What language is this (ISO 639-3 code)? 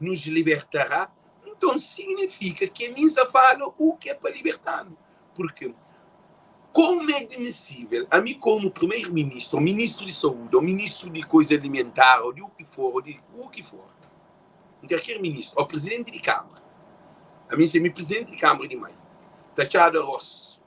kea